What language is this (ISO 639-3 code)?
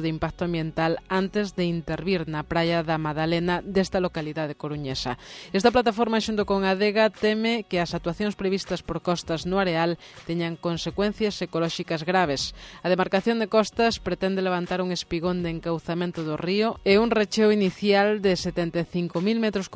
glg